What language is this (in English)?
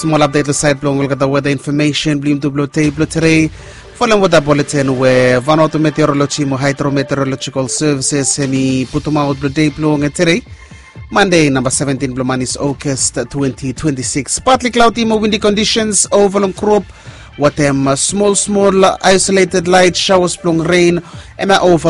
Bislama